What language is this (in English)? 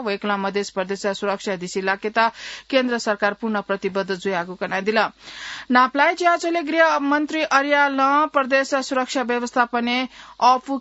Newari